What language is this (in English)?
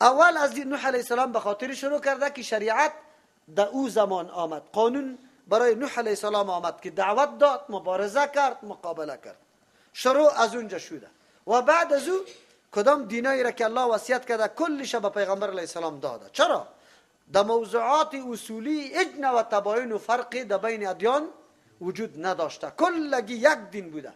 Persian